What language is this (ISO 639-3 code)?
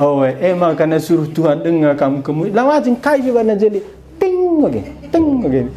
btx